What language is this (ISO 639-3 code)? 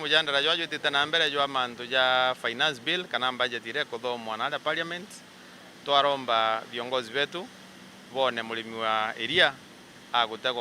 mer